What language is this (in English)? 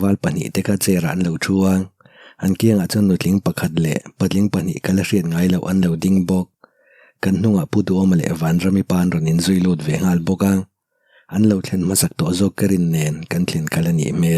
Mizo